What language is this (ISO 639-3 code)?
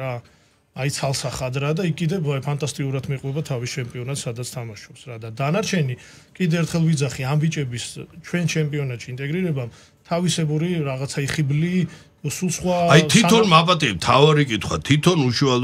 kat